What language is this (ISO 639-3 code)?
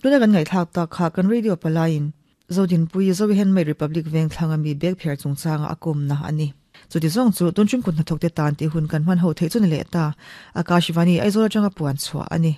lus